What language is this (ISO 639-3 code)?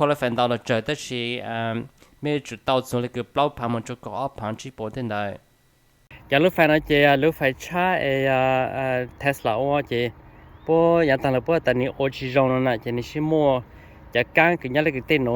hmn